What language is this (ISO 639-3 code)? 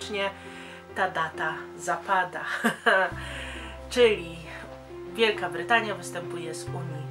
pol